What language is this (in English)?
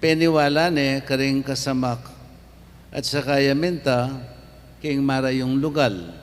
Pampanga